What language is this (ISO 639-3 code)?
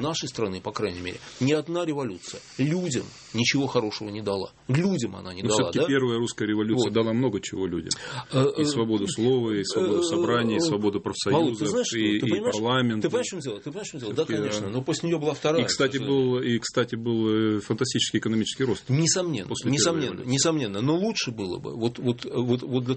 rus